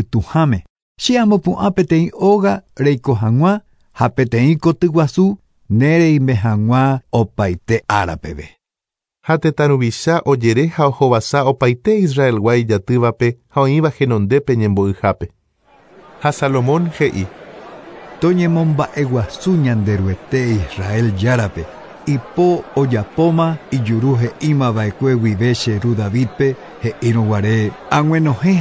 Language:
Guarani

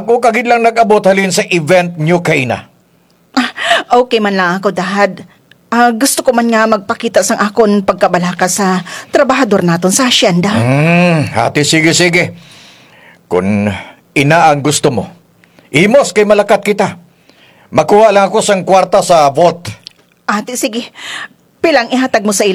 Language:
Hiligaynon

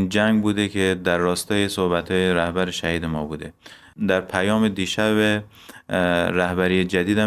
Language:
Persian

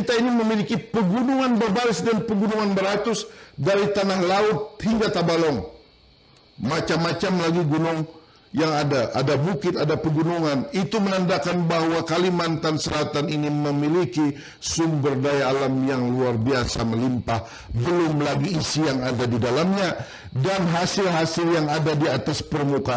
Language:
Banjar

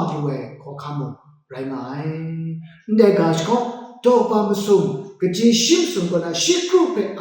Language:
Kachin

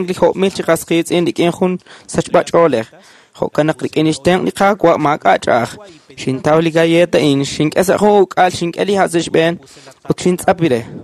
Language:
Kekchí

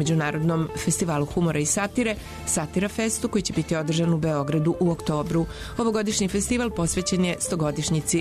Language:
Serbian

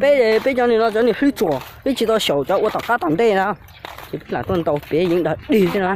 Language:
Hmong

